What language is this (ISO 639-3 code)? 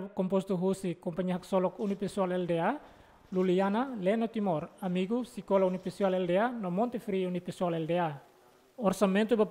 tet